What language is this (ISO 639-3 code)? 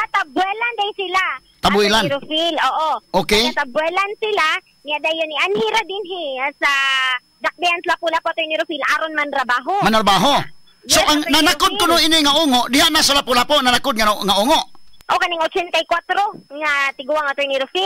ceb